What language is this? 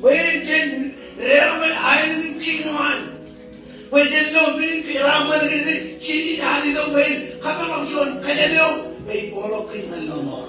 Marshallese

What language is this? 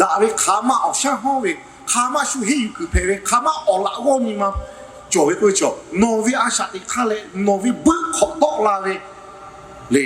Lahu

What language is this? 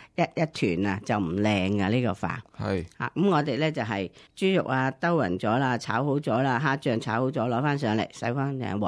Cantonese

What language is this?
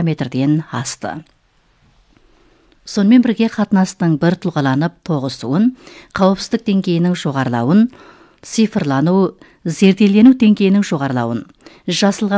Kazakh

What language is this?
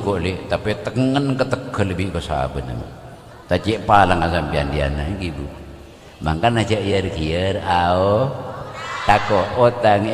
Madurese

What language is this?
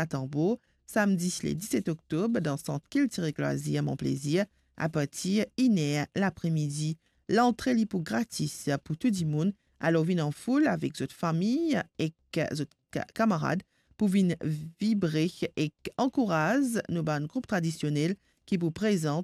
Morisyen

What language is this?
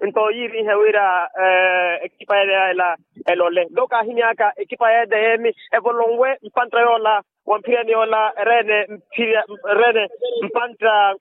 Makhuwa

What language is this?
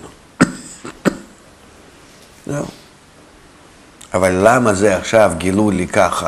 Hebrew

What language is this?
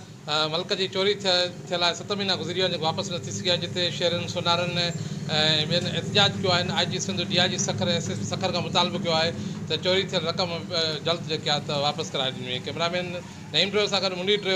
Sindhi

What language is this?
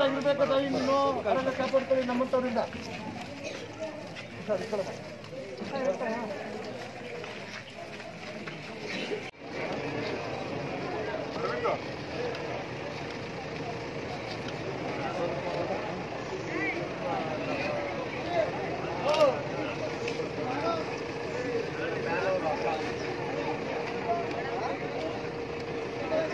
Kannada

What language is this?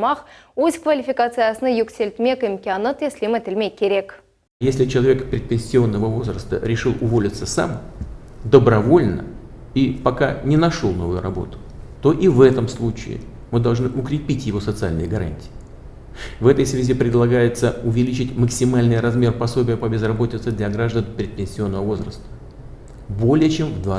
Crimean Tatar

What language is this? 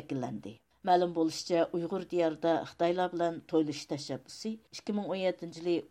Uyghur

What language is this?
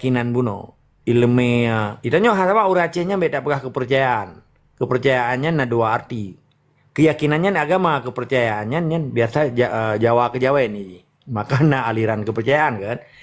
Achinese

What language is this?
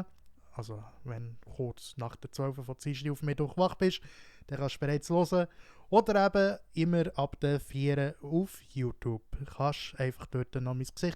Swiss German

